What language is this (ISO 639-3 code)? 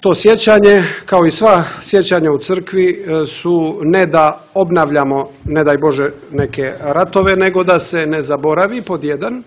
srp